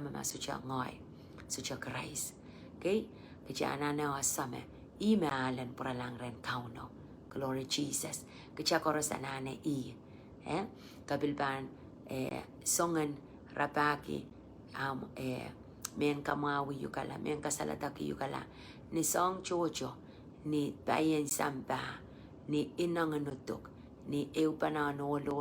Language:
Pohnpeian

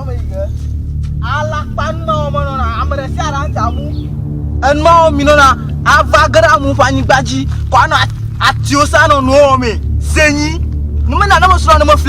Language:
Ewe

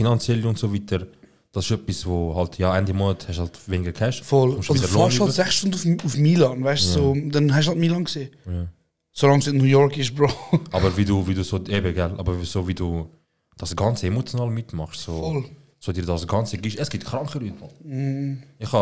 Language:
Swiss German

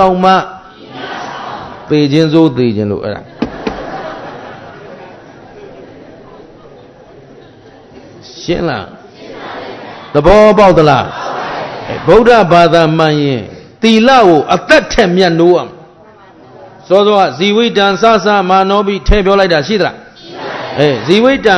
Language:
Burmese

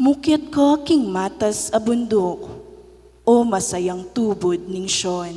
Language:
Pampanga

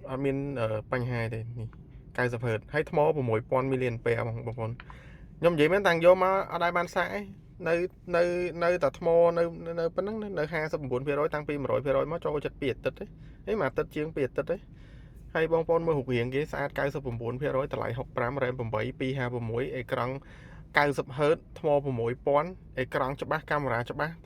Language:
Khmer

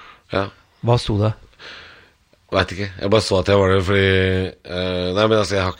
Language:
Norwegian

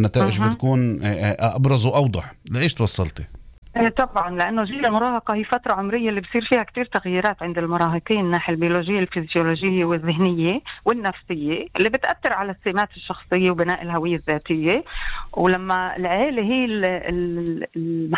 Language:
North Levantine Arabic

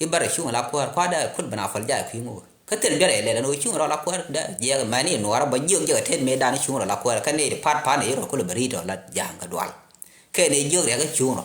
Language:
Nuer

